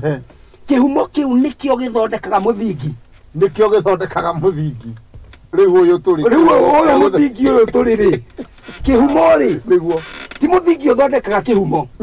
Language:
Kikuyu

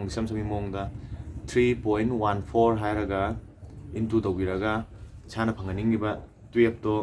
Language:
Manipuri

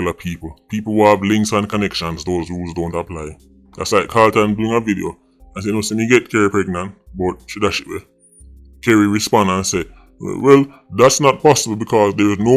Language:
Jamaican Creole English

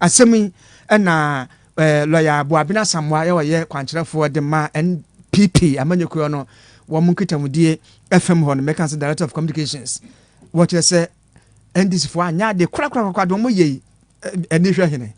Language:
Akan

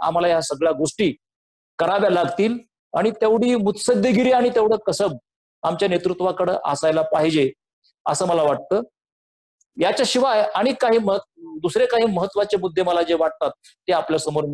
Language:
Marathi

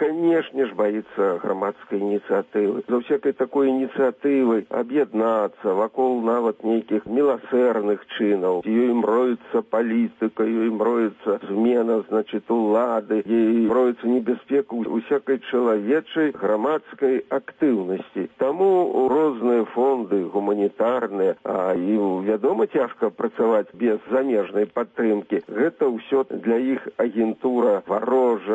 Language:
Belarusian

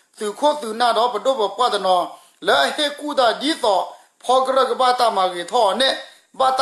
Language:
S'gaw Karen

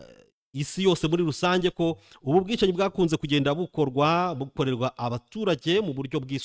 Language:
Kinyarwanda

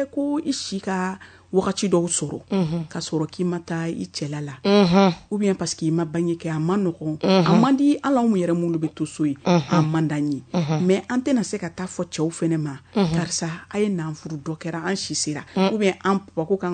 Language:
Bambara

